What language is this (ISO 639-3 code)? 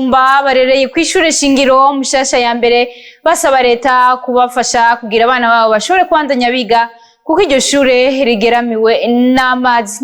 run